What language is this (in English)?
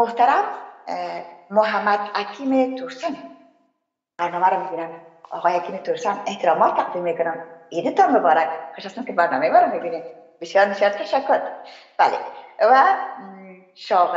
Persian